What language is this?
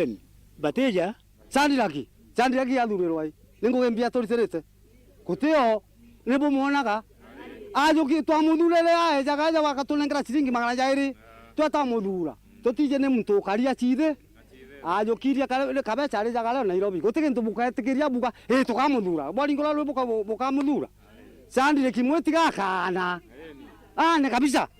Meru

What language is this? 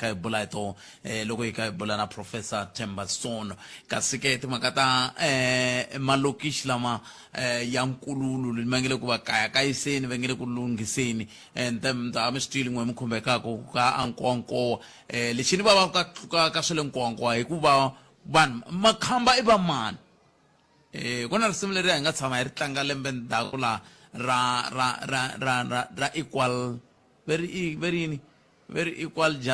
Tsonga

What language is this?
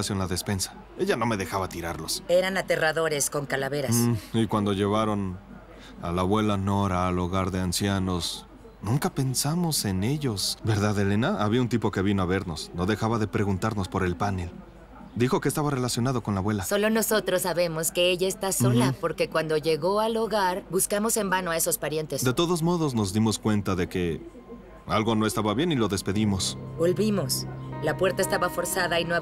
Spanish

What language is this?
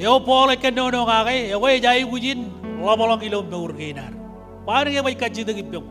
Marshallese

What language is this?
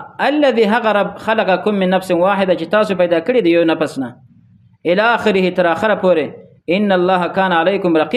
Pashto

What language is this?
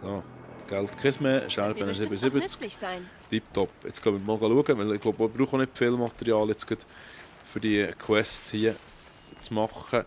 Swiss German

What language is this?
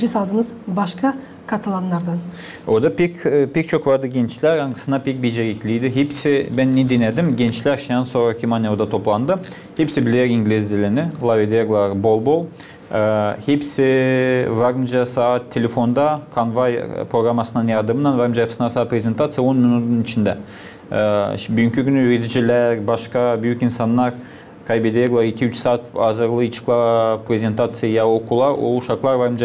Gagauz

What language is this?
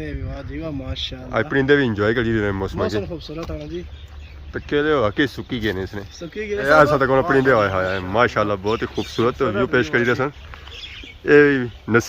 Pahari-Potwari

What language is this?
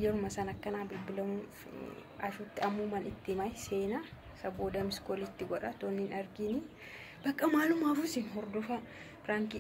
Oromo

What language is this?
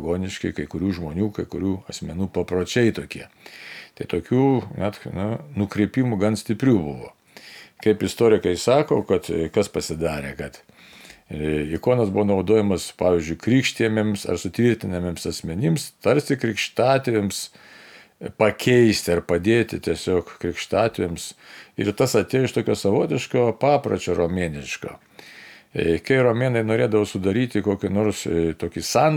Lithuanian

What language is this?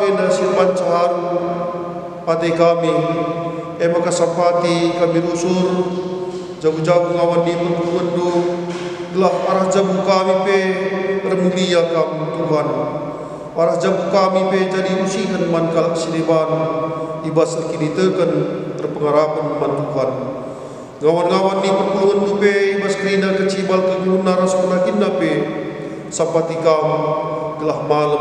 Batak Karo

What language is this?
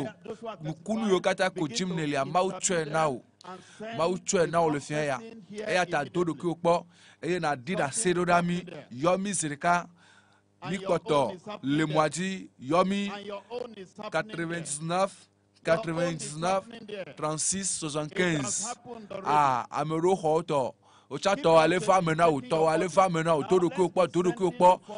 Ewe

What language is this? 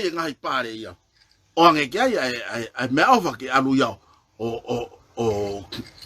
Tongan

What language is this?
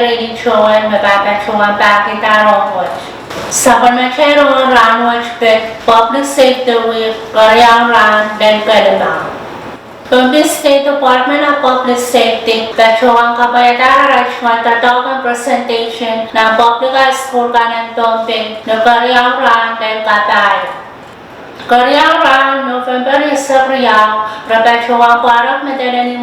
Pohnpeian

